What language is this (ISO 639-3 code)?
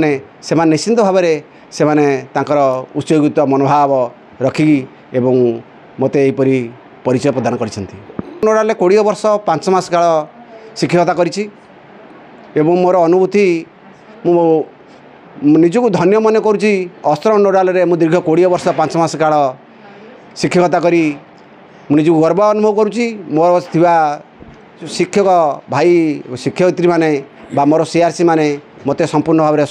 ori